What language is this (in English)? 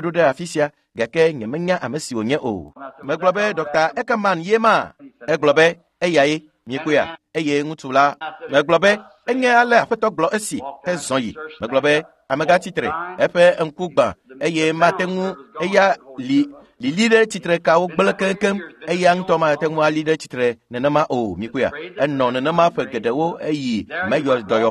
Ewe